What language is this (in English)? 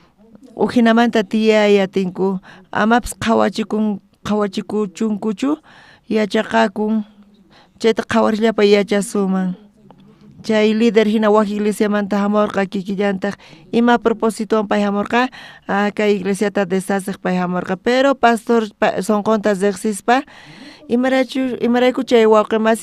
South Bolivian Quechua